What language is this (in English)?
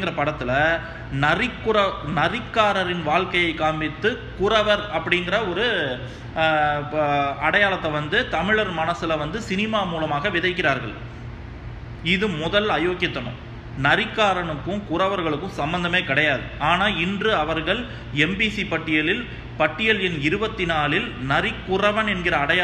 Tamil